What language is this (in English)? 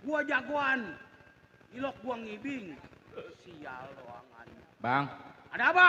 Betawi